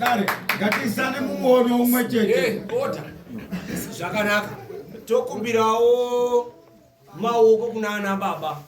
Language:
Shona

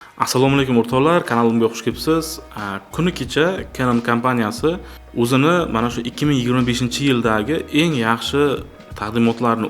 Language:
Uzbek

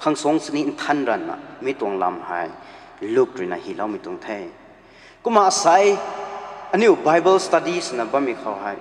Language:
Rongmei Naga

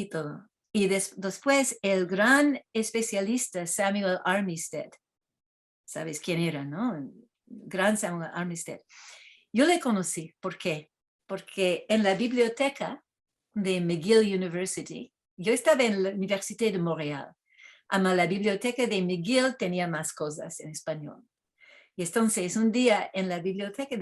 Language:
Ladino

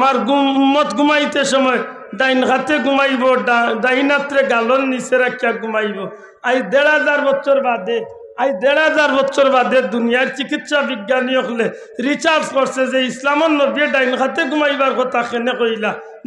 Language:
Sylheti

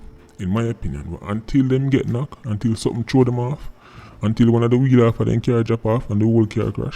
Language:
Jamaican Creole English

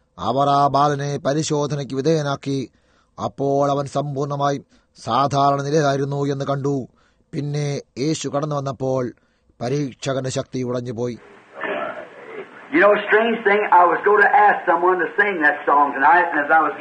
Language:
Malayalam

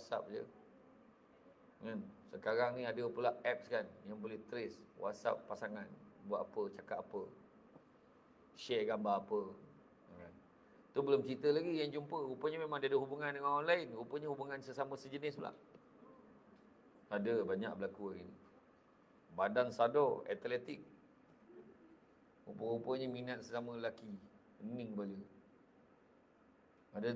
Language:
Malay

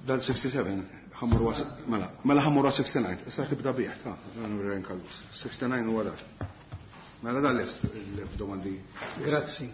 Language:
Maltese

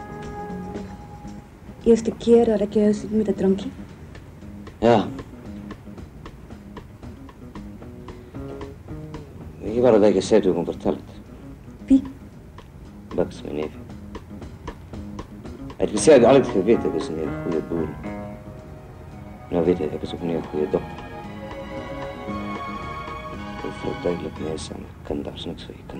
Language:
Afrikaans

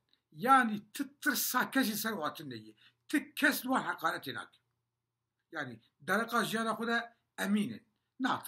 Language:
Kurdish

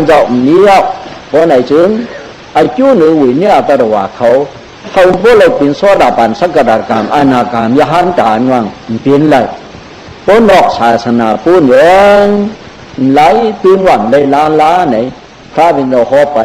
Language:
Shan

